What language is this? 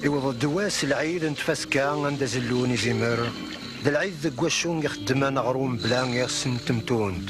Kabyle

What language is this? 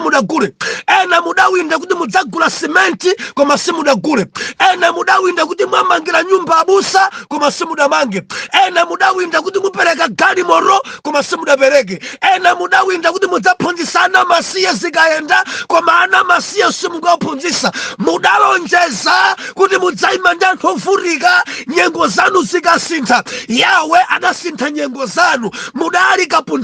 Nyanja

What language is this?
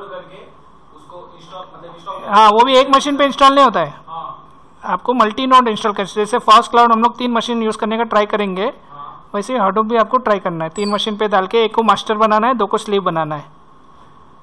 Hindi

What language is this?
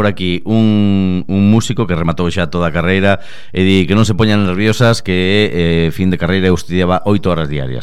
Galician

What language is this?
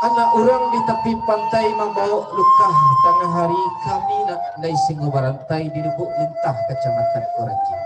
Minangkabau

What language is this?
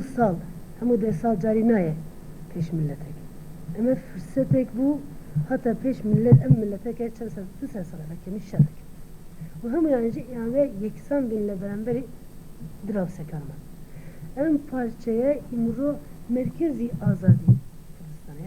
Kurdish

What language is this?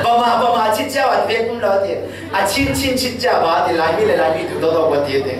Falam Chin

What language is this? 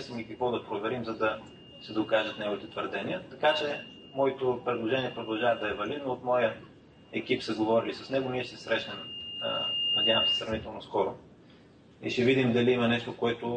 Bulgarian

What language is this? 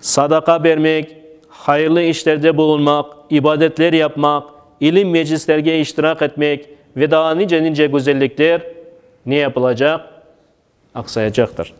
Crimean Tatar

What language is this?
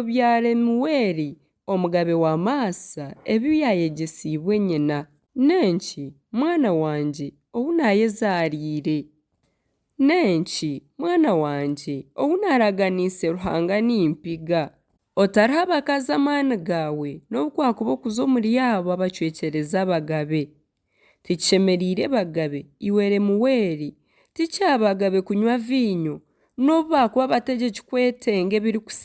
Nyankole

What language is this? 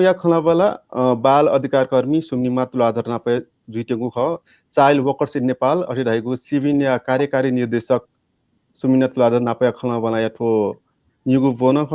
Newari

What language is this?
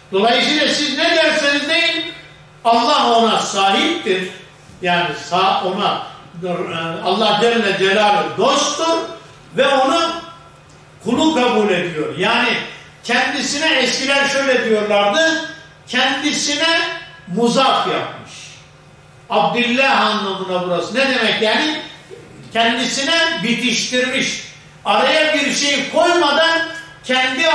Turkish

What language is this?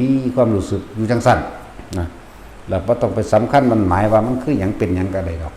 Northeastern Thai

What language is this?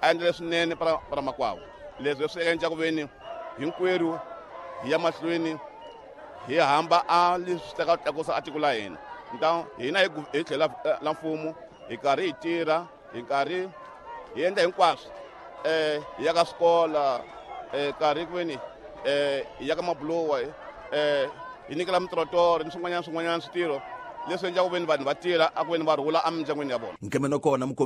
Tsonga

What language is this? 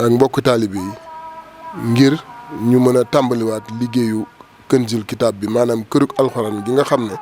Wolof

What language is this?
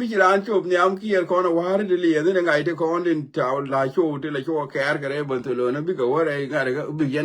Nuer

